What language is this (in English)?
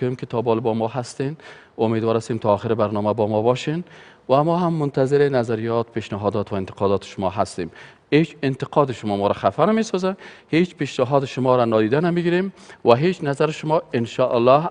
Persian